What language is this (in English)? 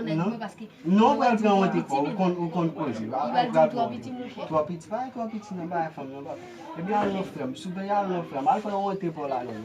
Haitian Creole